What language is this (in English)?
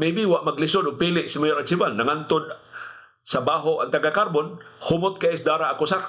Cebuano